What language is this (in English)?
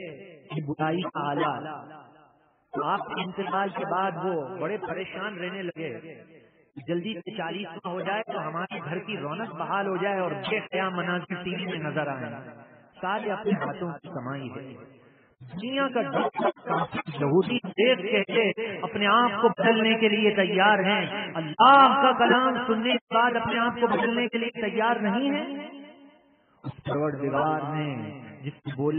Urdu